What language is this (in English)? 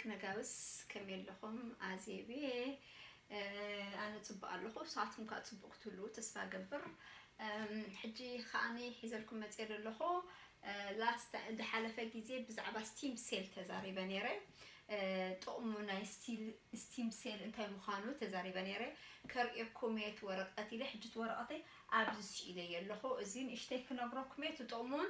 Tigrinya